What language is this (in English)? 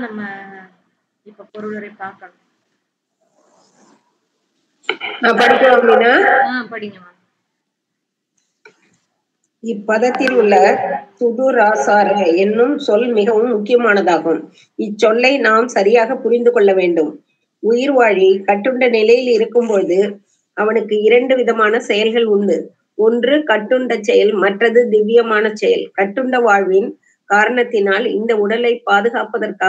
Tamil